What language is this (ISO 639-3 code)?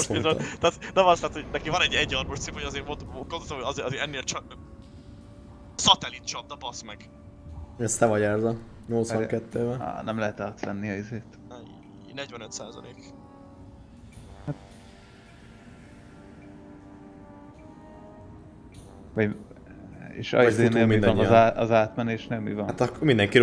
hun